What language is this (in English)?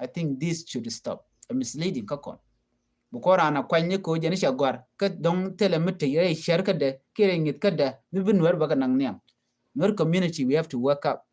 Nuer